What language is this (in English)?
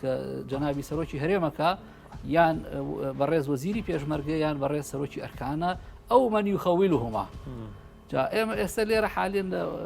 Central Kurdish